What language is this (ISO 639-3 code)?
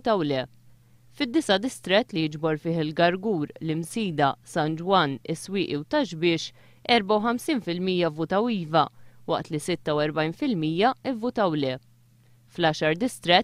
mlt